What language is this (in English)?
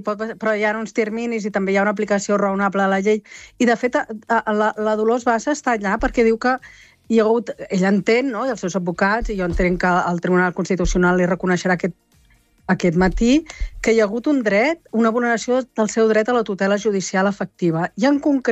Catalan